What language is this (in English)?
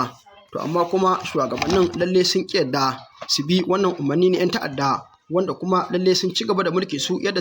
Hausa